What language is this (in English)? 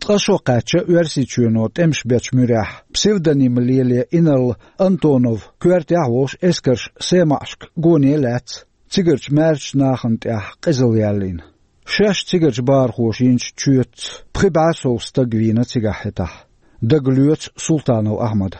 Chechen